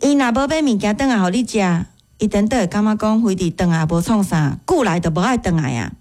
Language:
Min Nan Chinese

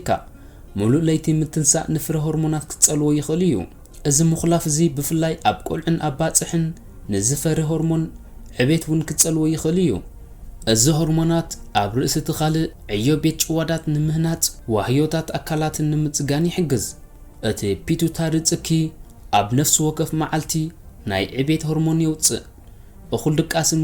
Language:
Tigrinya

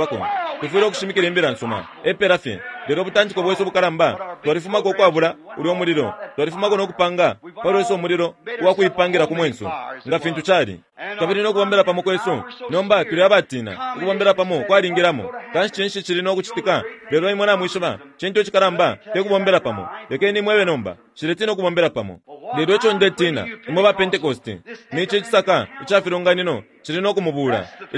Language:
Bemba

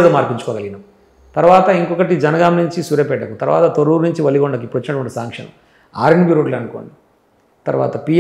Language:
Telugu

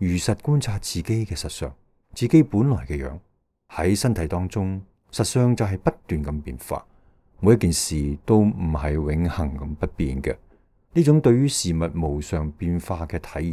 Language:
Cantonese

